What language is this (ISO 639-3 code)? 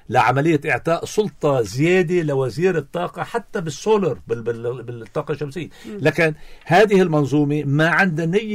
apc